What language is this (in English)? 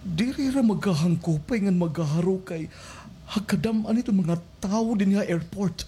Waray